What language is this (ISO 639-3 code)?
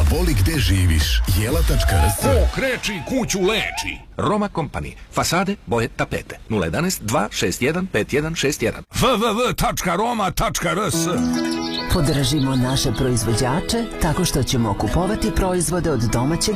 srp